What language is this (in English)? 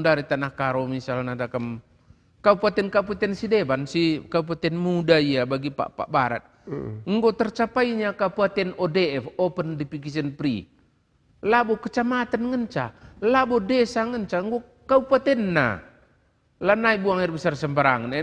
Batak Karo